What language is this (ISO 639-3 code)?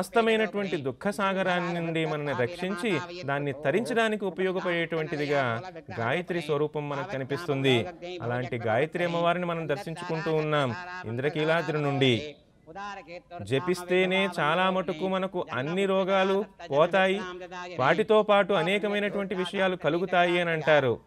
tel